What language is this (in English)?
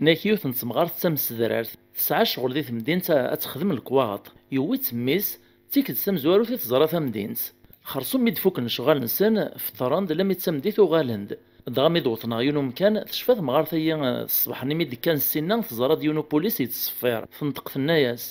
Kabyle